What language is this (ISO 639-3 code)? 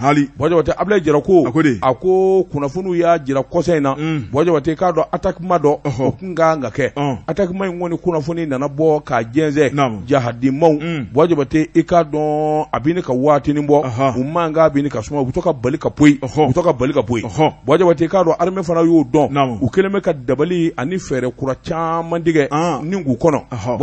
bam